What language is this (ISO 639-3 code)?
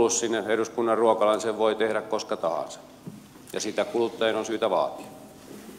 fin